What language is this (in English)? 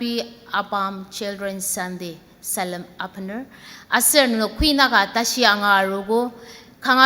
Ao Naga